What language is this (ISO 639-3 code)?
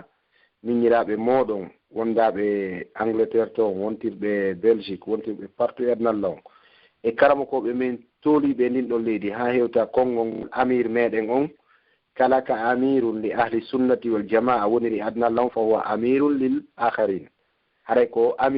fuf